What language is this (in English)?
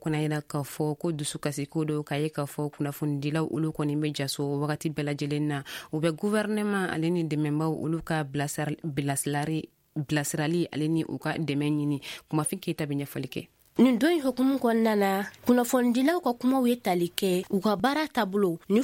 Bambara